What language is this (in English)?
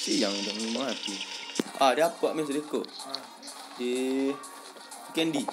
Minangkabau